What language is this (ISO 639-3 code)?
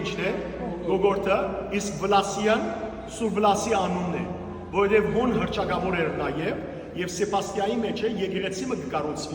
hyw